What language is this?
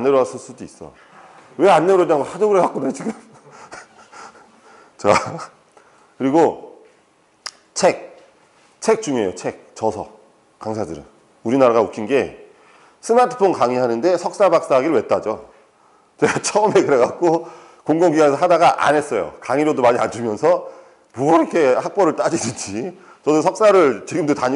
Korean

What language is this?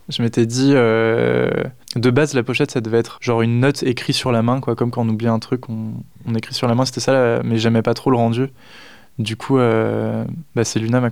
French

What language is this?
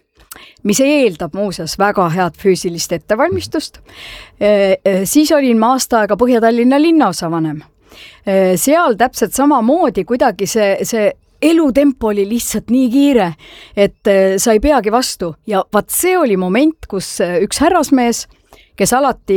Estonian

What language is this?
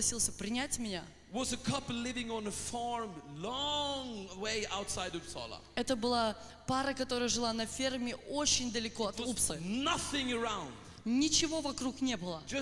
Russian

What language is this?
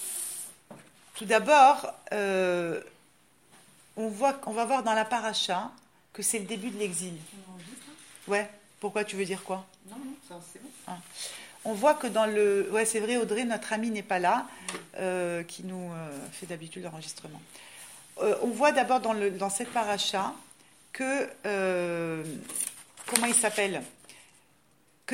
French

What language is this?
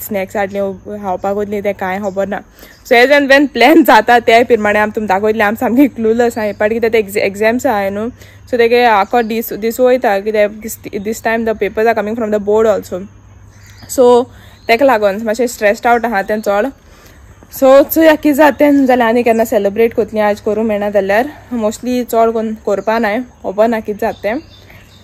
Konkani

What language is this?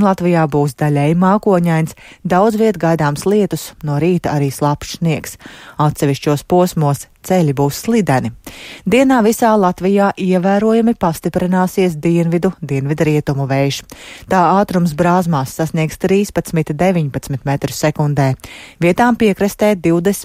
Latvian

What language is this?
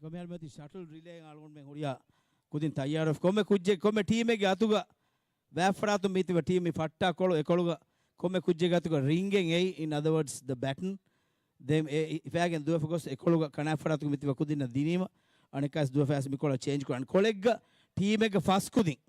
Divehi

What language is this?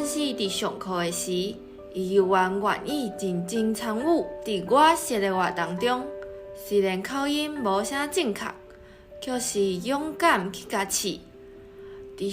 Min Nan Chinese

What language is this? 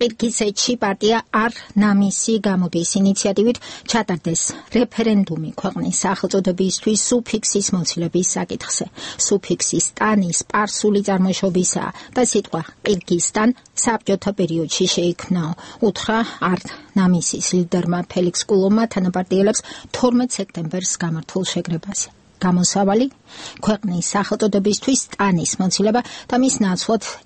Georgian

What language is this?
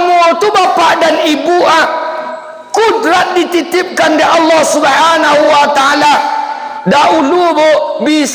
Minangkabau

